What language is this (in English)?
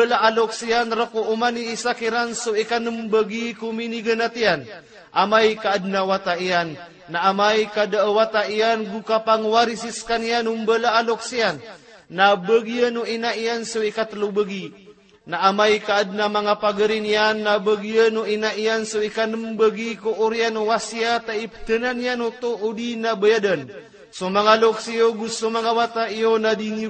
Maranao